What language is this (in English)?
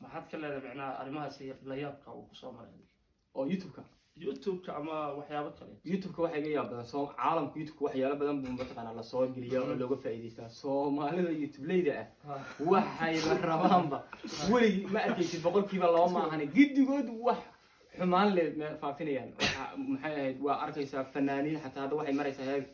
Somali